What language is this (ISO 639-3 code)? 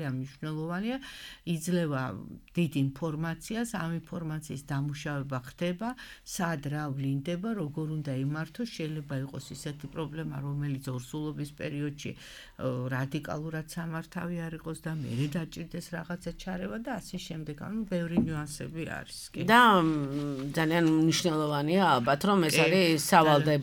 kat